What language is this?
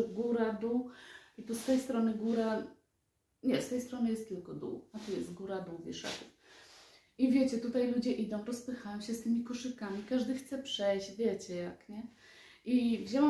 Polish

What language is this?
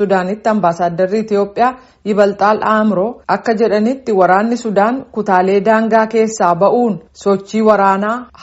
Oromo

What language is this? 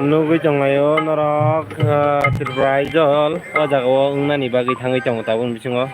Kok Borok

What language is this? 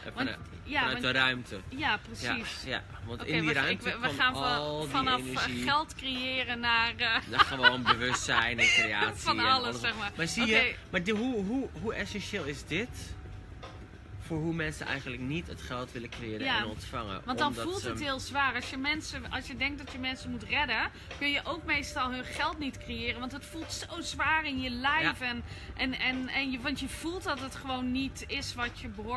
Dutch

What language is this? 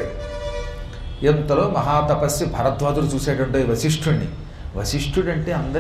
Telugu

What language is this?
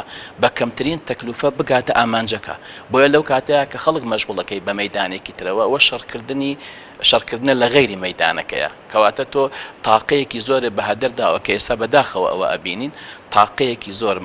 Central Kurdish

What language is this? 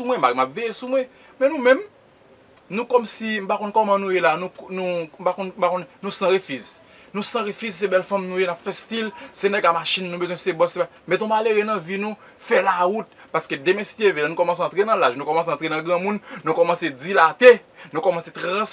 Haitian Creole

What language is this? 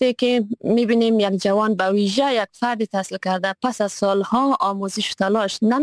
Persian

